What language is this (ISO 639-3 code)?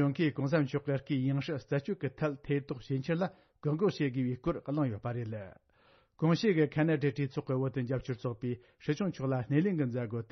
bod